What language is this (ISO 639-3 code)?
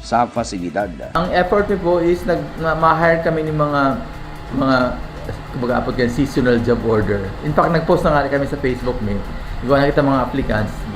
bik